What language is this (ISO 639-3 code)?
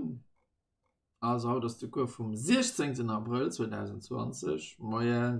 ltz